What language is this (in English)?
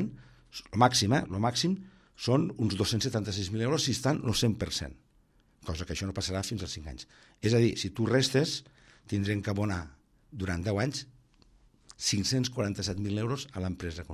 Catalan